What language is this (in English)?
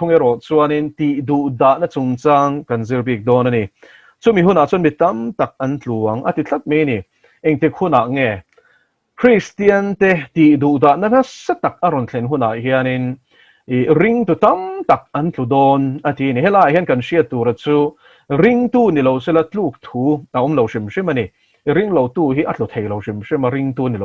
Mizo